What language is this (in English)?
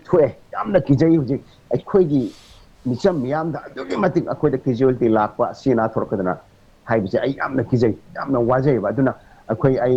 Manipuri